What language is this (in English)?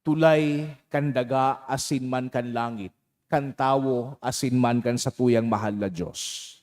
Bikol